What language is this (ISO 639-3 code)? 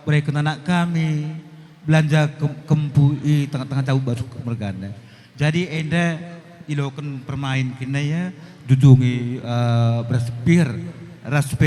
btx